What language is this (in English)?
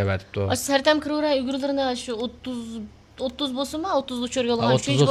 Uyghur